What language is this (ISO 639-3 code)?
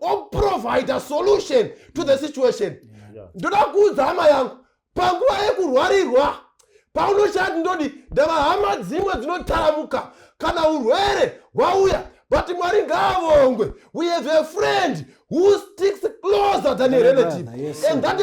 sna